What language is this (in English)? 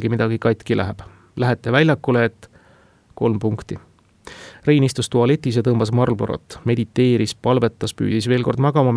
Estonian